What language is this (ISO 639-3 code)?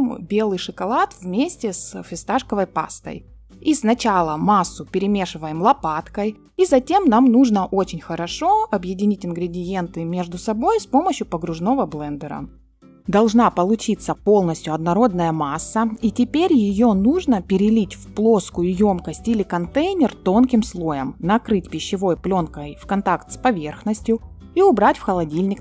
rus